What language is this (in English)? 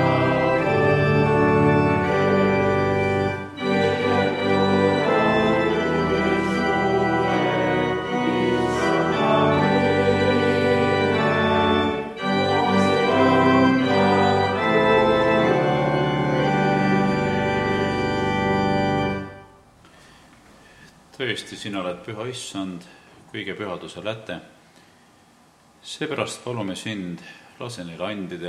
Estonian